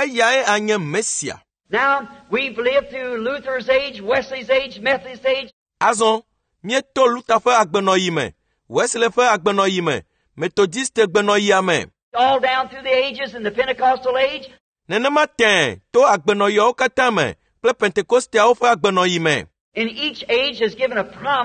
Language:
Ewe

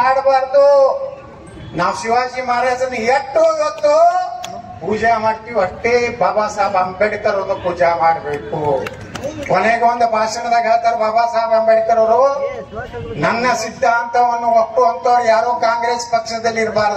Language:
Kannada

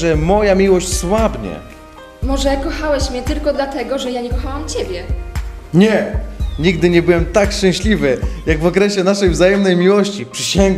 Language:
Polish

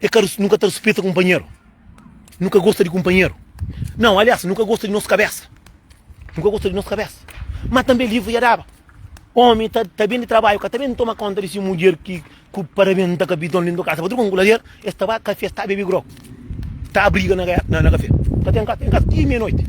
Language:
Kabuverdianu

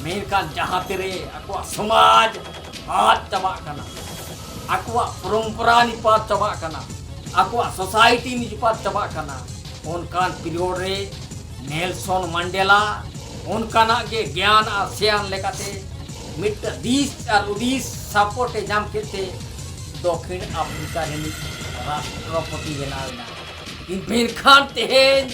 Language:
Santali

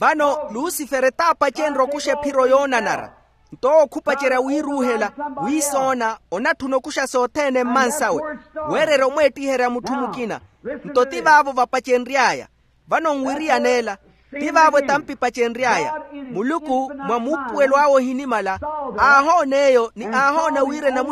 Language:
Makhuwa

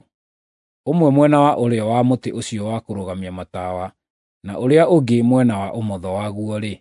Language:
Kikuyu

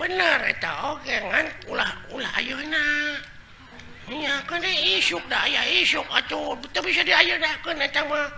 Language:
Sundanese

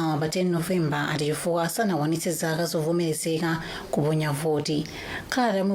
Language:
Nyanja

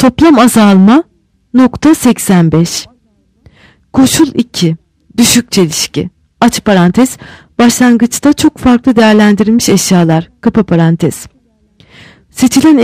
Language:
Turkish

